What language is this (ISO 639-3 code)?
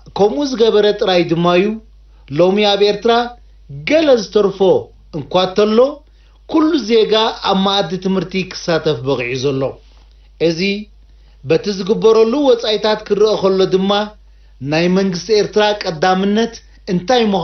tir